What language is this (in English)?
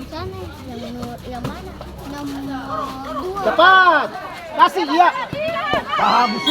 Ambonese Malay